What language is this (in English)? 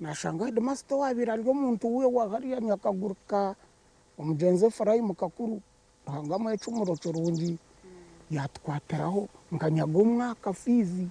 Nyankole